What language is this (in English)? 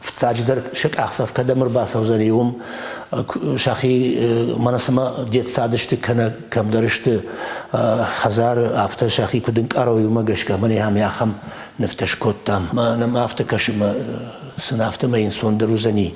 Ossetic